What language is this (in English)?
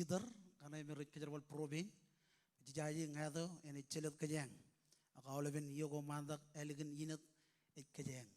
Marshallese